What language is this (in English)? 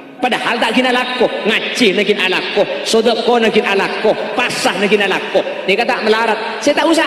Madurese